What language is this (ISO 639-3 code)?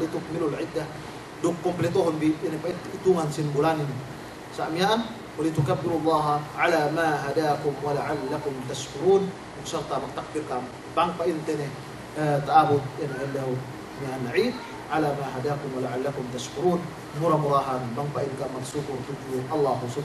yka